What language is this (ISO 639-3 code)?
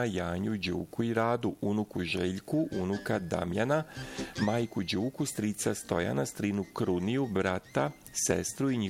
srp